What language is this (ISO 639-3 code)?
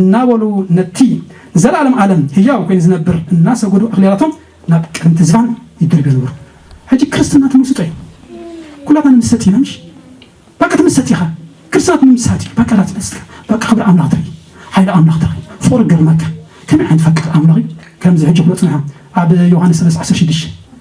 tir